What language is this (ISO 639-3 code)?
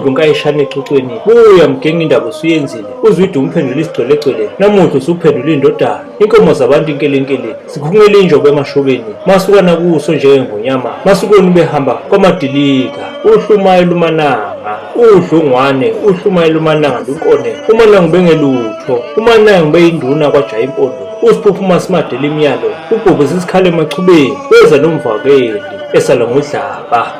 zul